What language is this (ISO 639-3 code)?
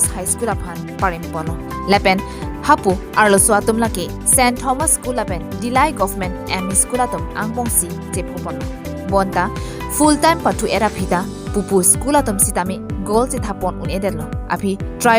mjw